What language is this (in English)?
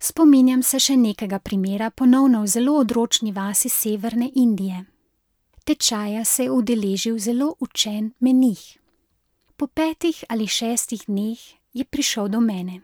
Slovenian